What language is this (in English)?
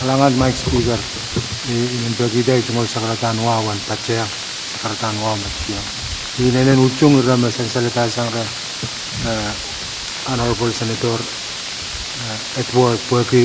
Pohnpeian